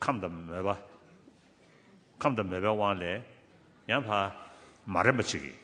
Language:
Tibetan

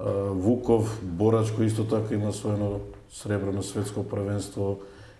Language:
Macedonian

